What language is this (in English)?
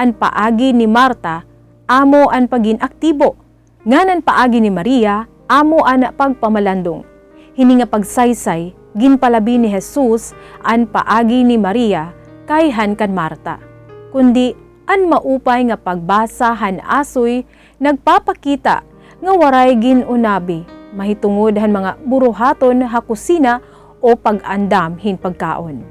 Waray